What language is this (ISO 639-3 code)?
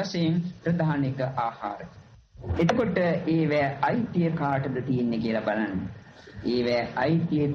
sin